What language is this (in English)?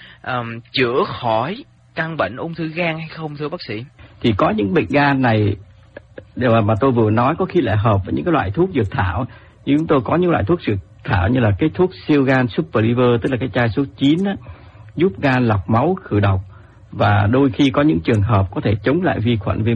Vietnamese